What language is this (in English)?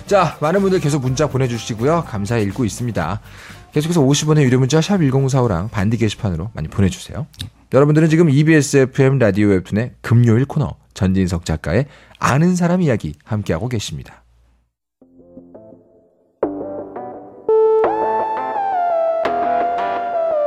Korean